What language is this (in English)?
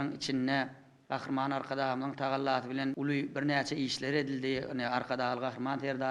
Turkmen